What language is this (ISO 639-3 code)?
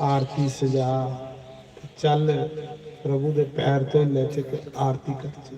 doi